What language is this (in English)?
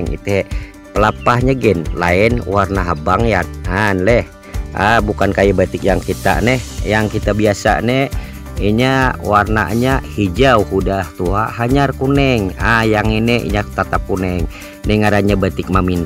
Banjar